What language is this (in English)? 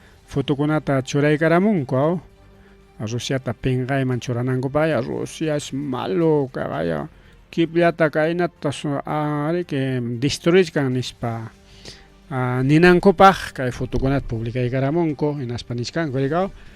Ayacucho Quechua